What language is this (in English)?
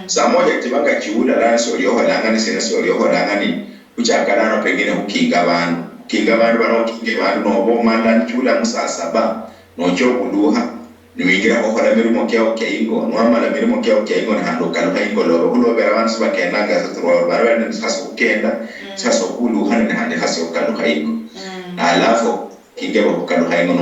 Luyia